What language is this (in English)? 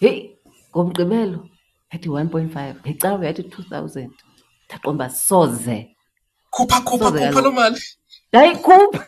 Xhosa